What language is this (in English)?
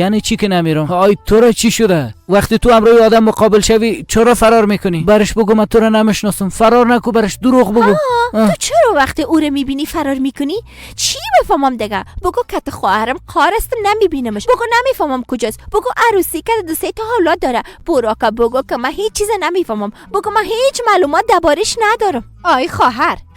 Persian